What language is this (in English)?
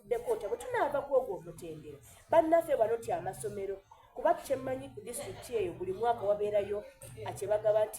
Soga